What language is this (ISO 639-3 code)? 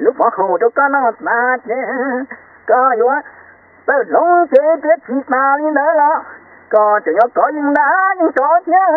hmn